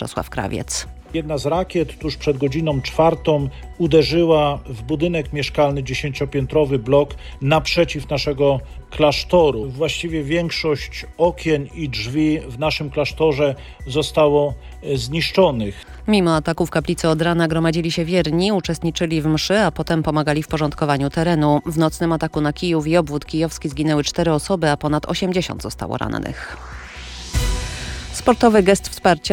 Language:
Polish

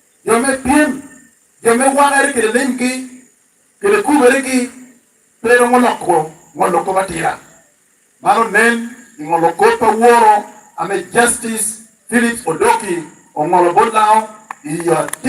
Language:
Lango (Uganda)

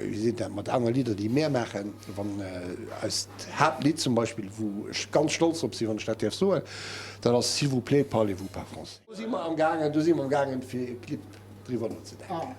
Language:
Luxembourgish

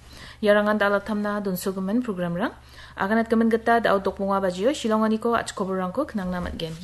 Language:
Garo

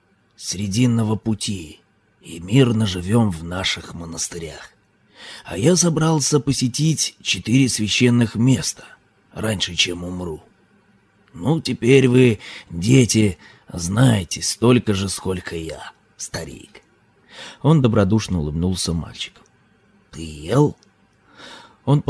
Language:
Russian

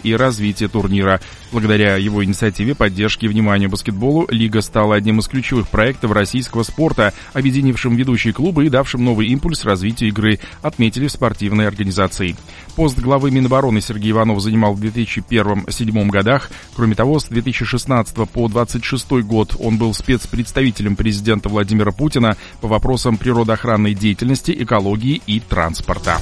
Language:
Russian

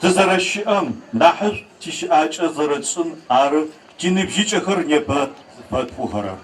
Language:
Adyghe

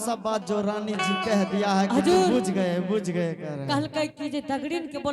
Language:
Angika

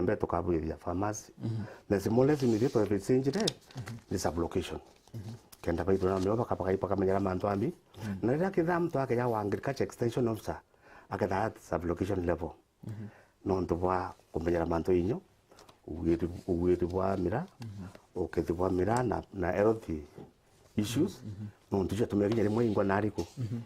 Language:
Meru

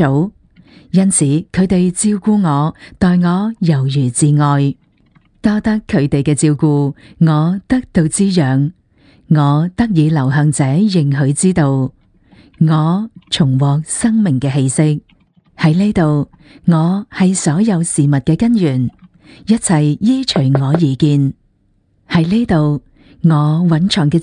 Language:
Cantonese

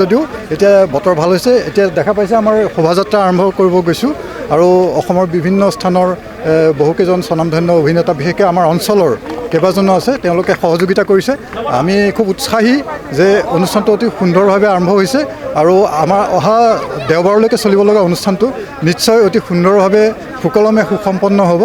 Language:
Assamese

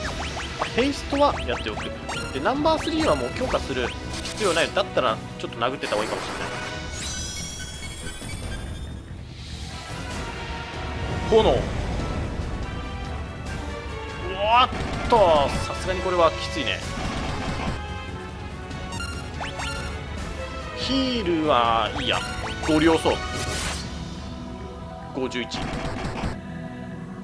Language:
Japanese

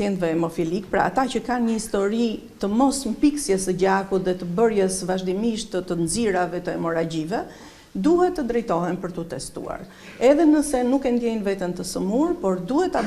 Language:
Albanian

